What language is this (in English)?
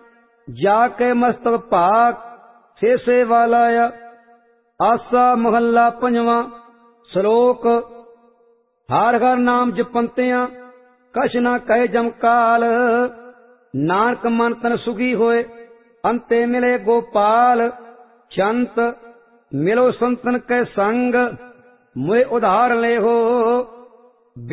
Punjabi